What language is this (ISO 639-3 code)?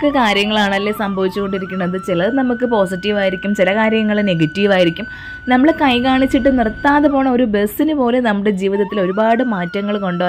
mal